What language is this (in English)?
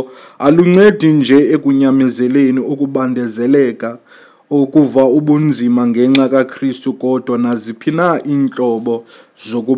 Xhosa